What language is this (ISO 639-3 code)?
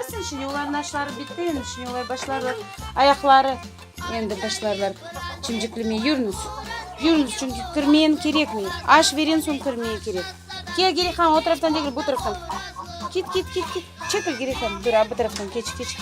crh